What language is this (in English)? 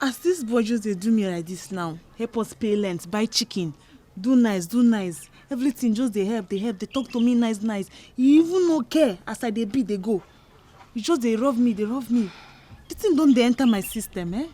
Nigerian Pidgin